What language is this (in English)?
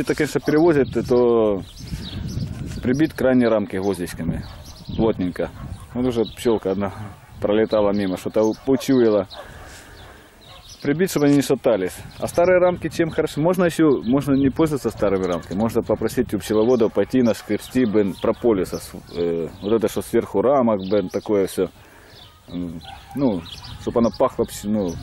Russian